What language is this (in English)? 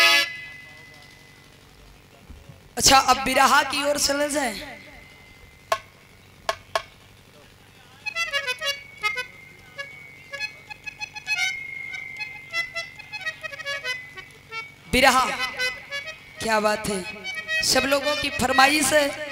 Bhojpuri